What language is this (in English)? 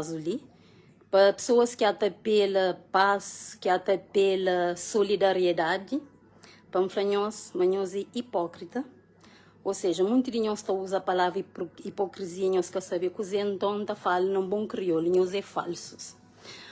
Kabuverdianu